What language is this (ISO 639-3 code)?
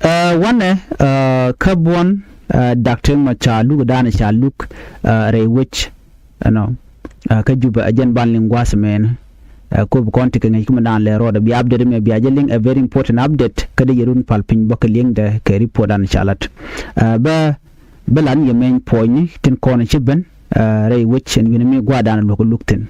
nus